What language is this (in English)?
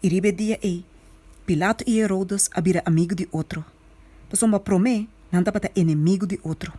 Papiamento